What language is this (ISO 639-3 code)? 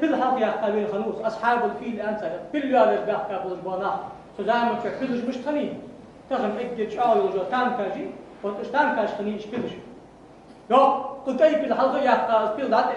inh